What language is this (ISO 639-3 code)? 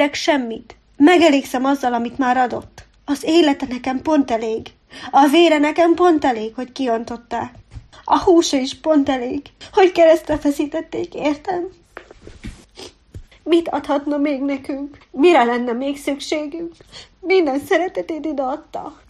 hun